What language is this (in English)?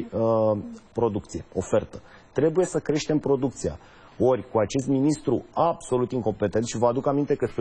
Romanian